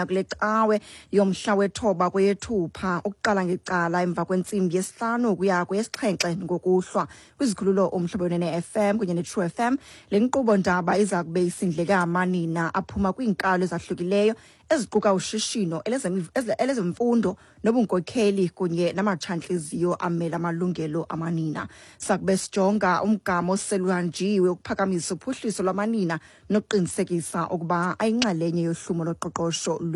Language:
Xhosa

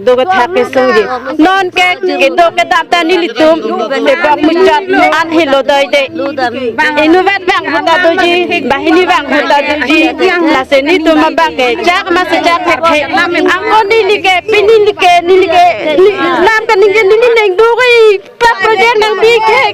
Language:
Karbi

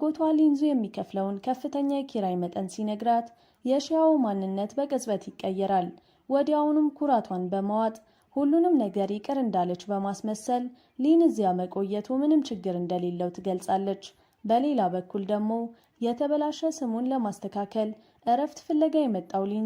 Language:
Amharic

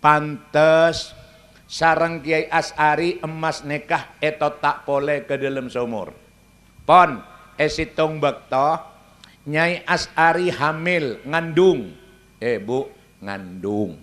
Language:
Madurese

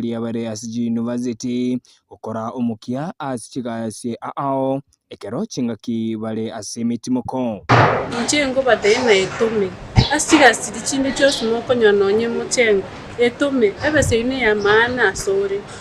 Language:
Gusii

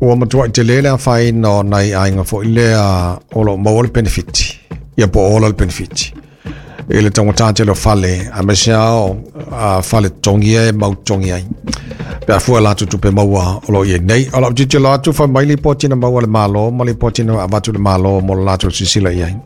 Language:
Samoan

